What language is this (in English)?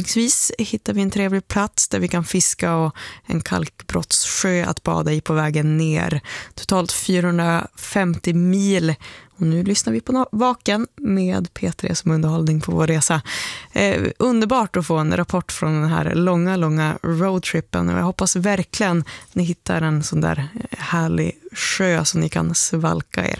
Swedish